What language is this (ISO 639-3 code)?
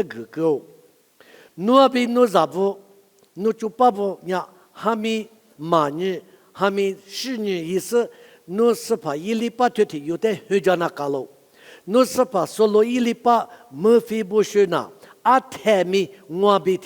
lis